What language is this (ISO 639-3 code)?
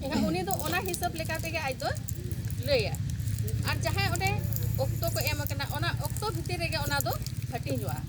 sat